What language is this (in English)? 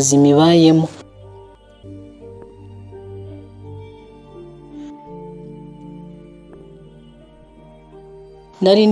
Kinyarwanda